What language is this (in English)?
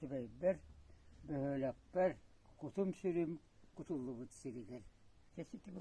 Yakut